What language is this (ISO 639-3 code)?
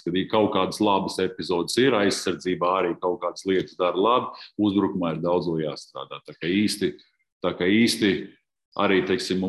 lav